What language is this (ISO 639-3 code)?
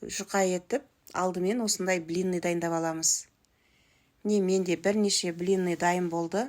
kaz